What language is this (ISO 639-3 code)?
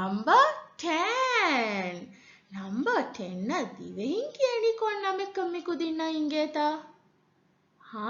div